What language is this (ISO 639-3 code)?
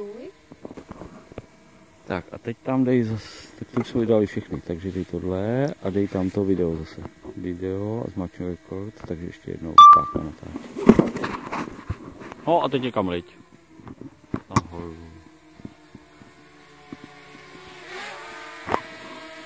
ces